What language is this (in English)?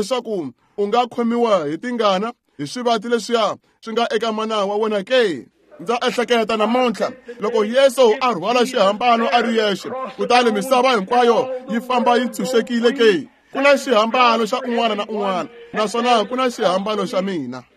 Tsonga